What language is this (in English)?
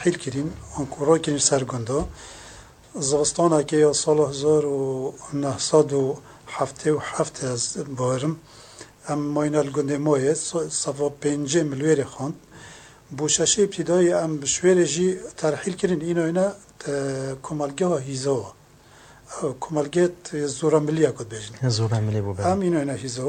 Kurdish